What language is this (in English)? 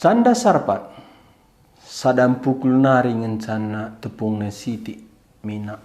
Batak Karo